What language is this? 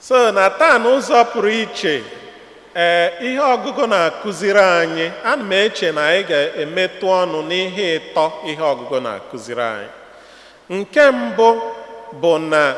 Igbo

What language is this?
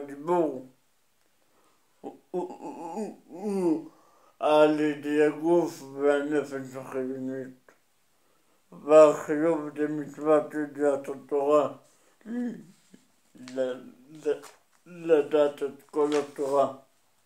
Hebrew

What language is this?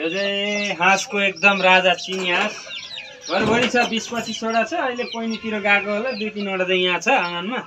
Nepali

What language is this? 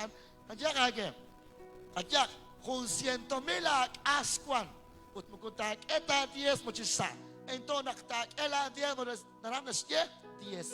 Kekchí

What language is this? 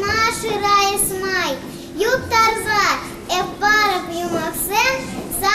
Chuvash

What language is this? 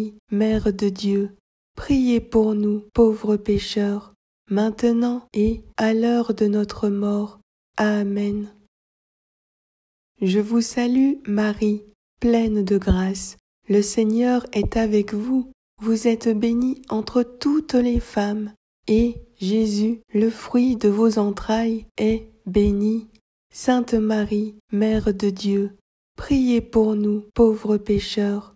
French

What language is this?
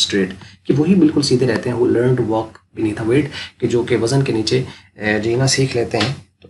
Urdu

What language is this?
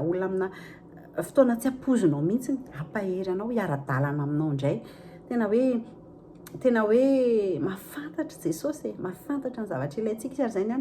Malagasy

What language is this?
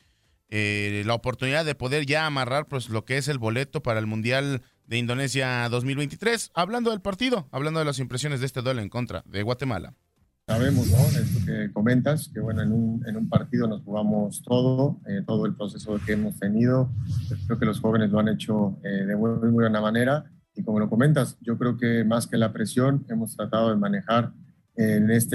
Spanish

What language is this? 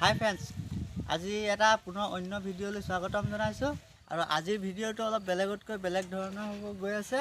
Assamese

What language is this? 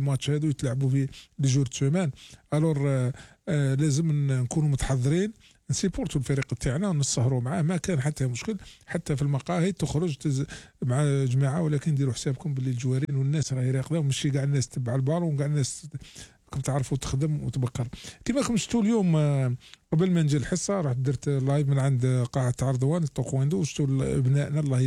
Algerian Arabic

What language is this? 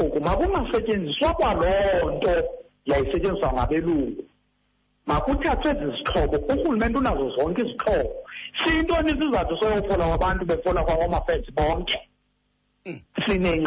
Xhosa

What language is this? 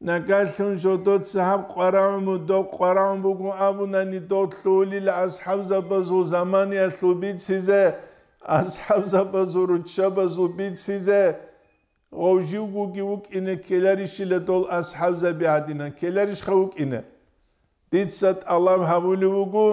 Avaric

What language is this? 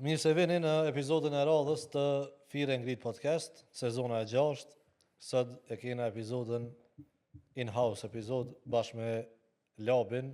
Albanian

